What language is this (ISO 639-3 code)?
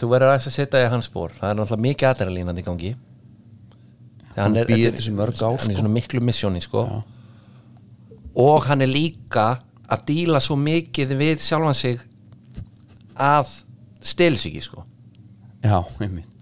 isl